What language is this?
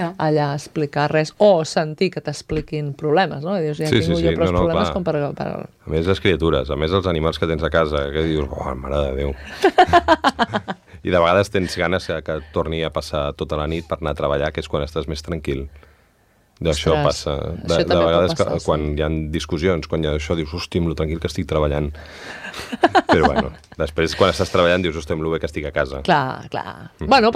Catalan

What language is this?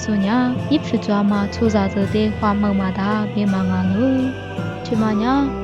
Lisu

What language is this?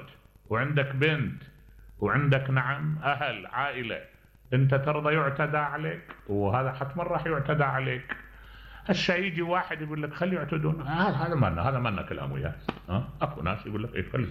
Mesopotamian Arabic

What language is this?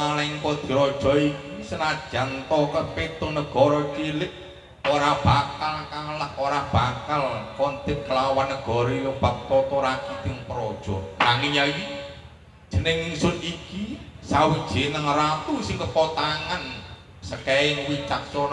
Javanese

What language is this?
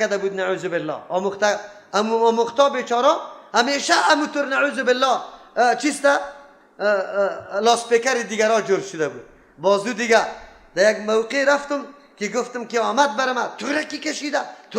Persian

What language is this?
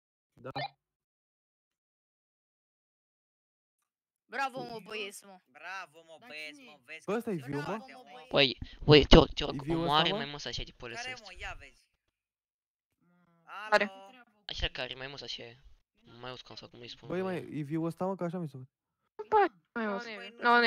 Romanian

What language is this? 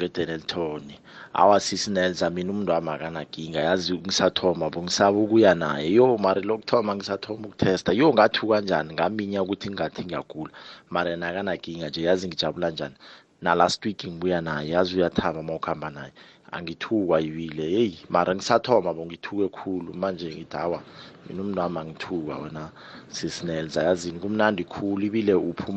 South Ndebele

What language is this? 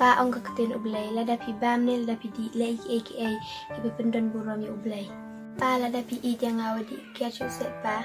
Khasi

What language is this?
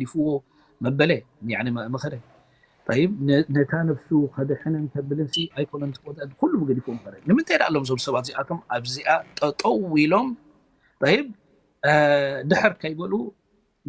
Tigrinya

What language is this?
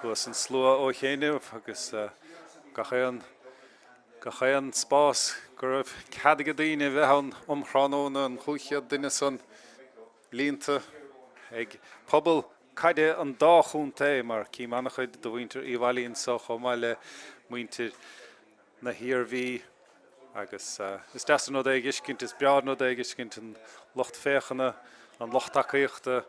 Irish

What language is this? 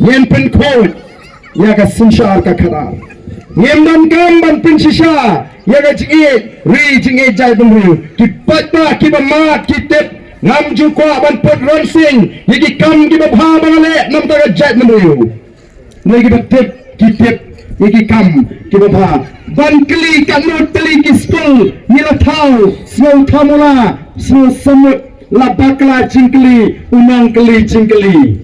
Khasi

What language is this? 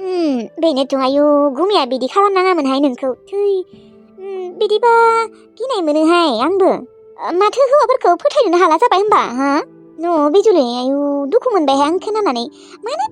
Bodo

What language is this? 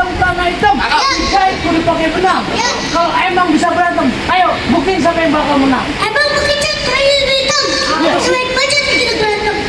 Betawi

